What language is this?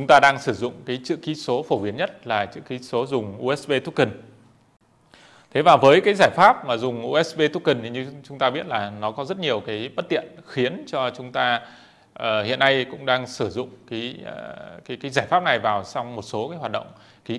Vietnamese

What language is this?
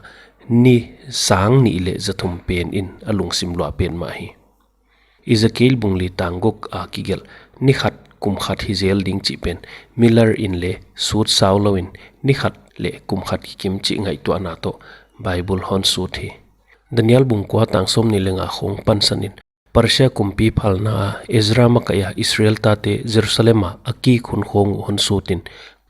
Paite Chin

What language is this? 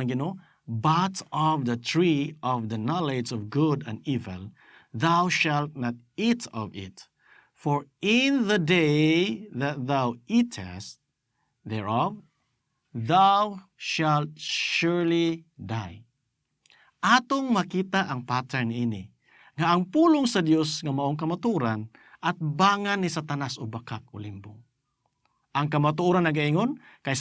Cebuano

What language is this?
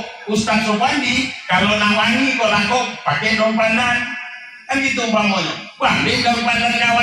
Minangkabau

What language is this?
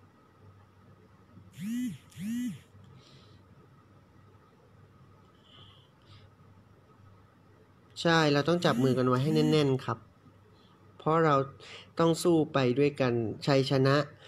Thai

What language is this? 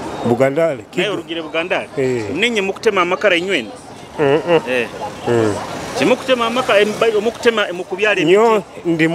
Nyoro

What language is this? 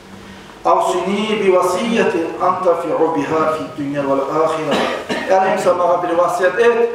Kumyk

